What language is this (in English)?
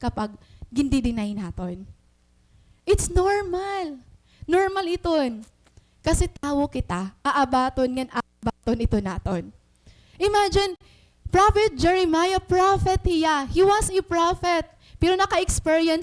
Waray